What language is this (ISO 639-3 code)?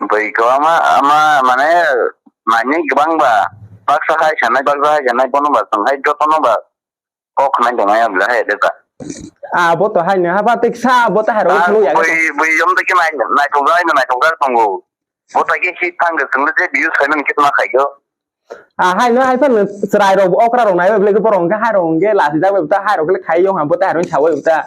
trp